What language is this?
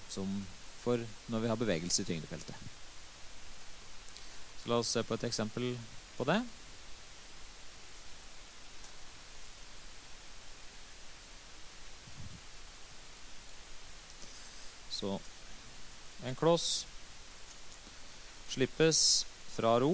Norwegian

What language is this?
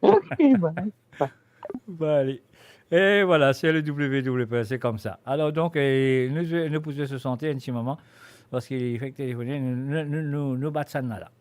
Morisyen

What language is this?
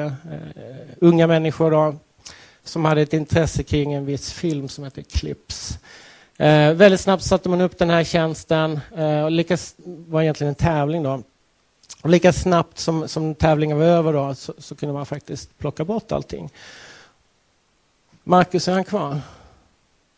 Swedish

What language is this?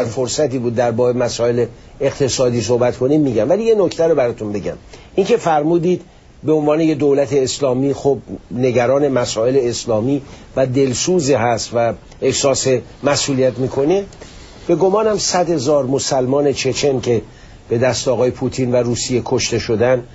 Persian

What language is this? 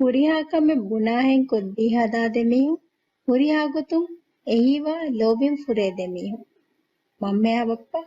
Divehi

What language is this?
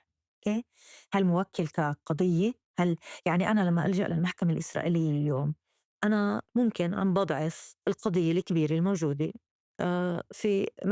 North Levantine Arabic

